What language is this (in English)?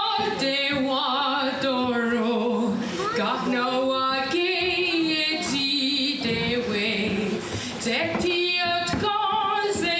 Mohawk